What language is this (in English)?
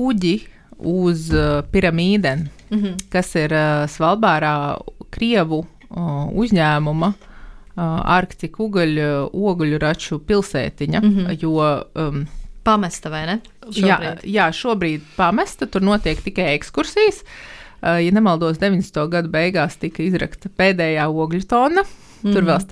Latvian